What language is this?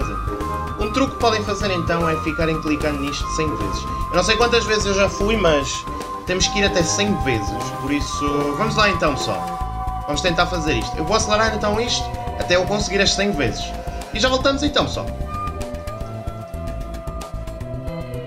Portuguese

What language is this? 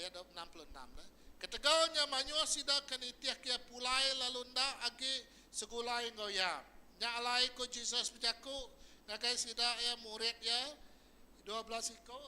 Iban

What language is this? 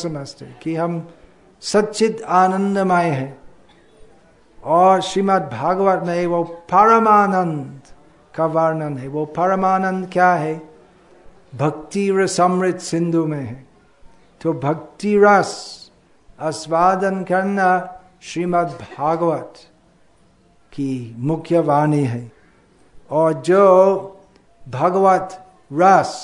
Hindi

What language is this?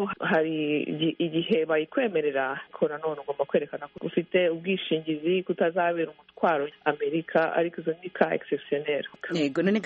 Kinyarwanda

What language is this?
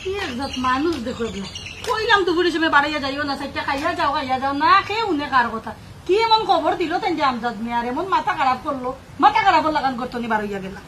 Sylheti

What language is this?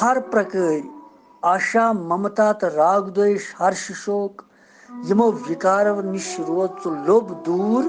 Kashmiri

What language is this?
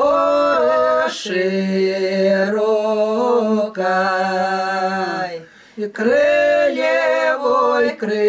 Russian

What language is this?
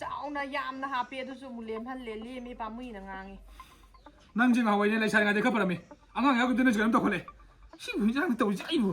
Manipuri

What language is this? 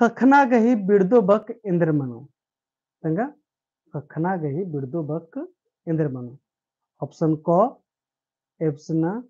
Kurukh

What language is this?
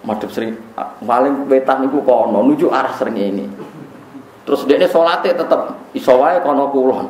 Javanese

